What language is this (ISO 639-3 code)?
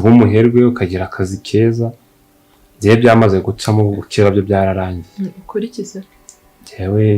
kin